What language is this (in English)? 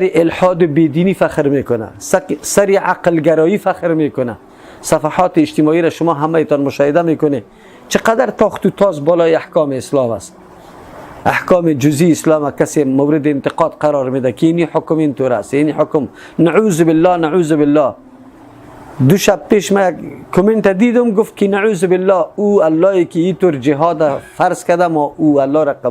Persian